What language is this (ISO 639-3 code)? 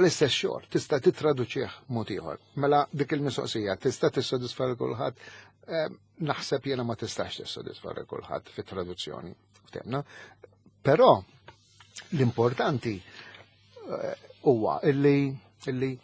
mlt